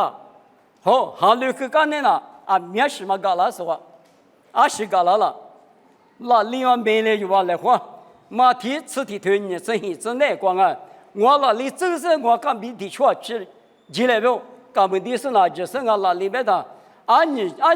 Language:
Lisu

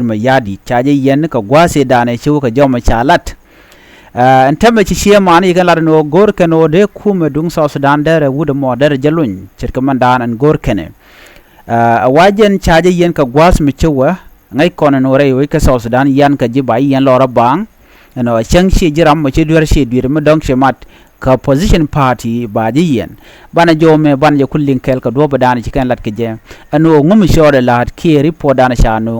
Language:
Nuer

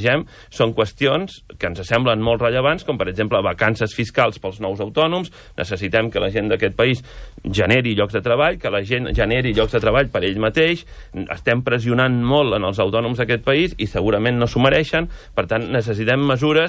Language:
Catalan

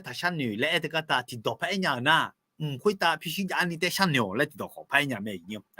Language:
Akha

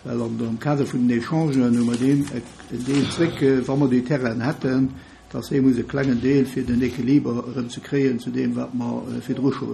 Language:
Luxembourgish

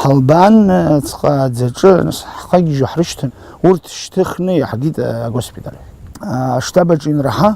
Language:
Abkhazian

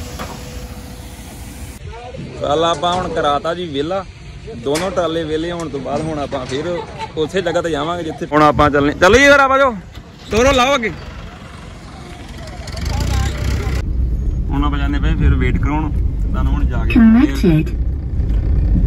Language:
Punjabi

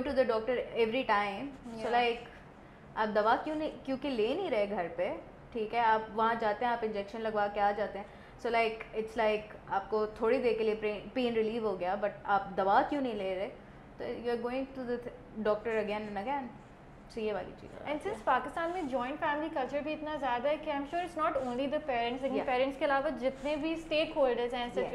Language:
Urdu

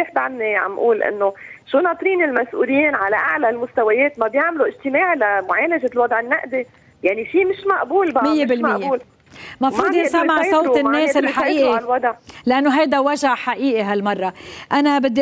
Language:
North Levantine Arabic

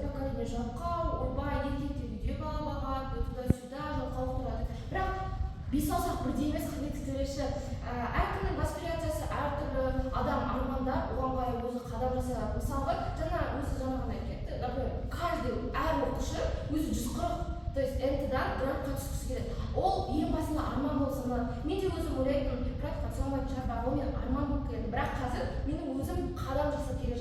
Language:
Kazakh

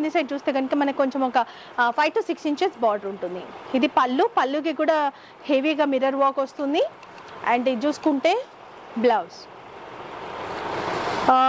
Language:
Telugu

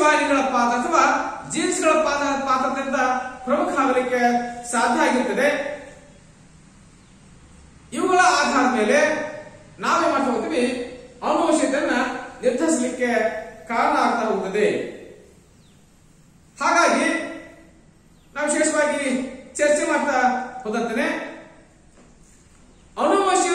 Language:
Kannada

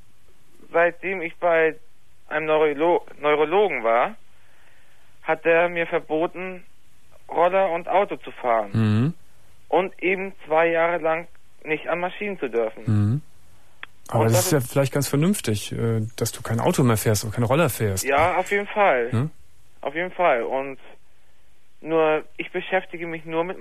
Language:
German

